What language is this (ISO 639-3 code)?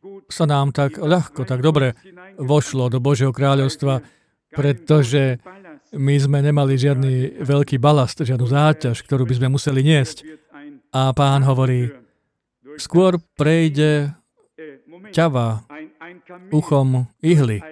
slk